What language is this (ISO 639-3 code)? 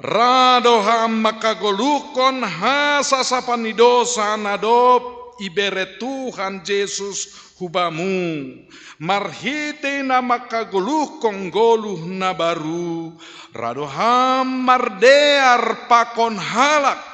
bts